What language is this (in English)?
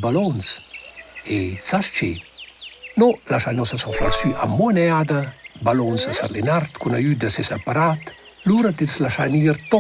Romansh